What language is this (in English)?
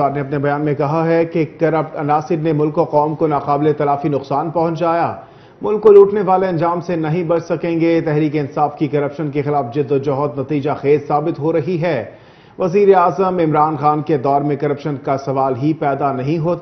Urdu